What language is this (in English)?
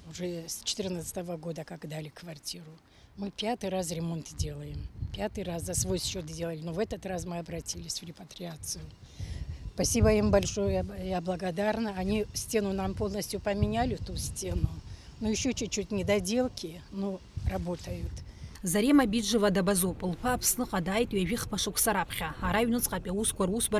Abkhazian